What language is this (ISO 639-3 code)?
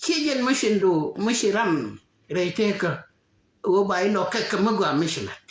nus